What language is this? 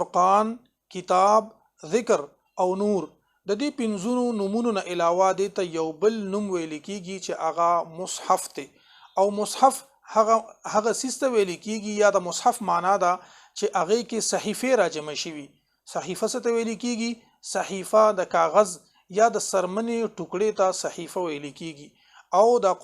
Pashto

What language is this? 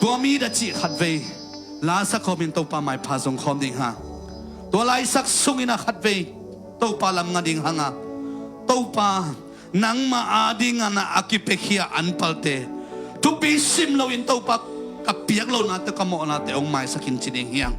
Tedim Chin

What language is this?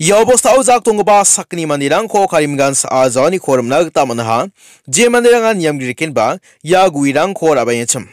Garo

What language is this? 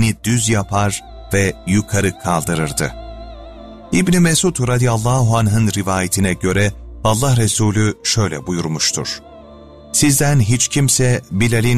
Turkish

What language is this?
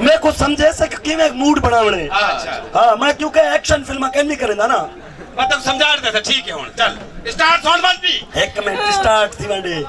Saraiki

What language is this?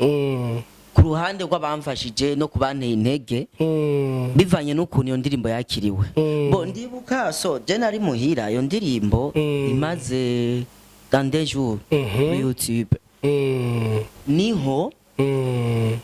Rundi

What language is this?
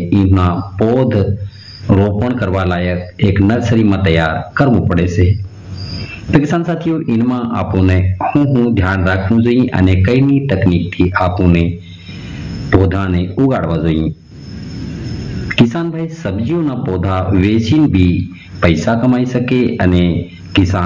Gujarati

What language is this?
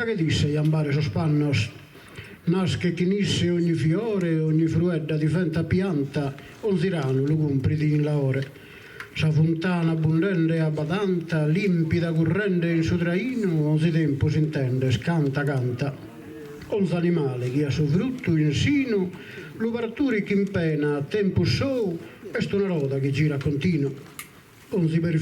Sardinian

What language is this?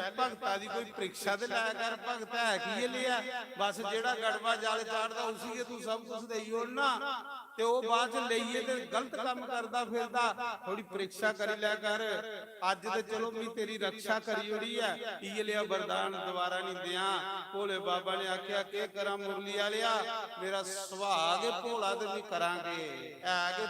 Dogri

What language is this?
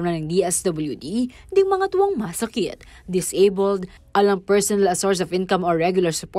Pampanga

